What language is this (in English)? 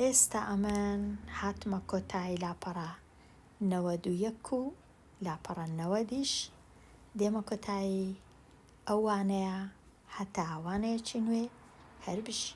Central Kurdish